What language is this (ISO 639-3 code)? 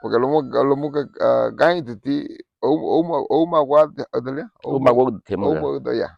cab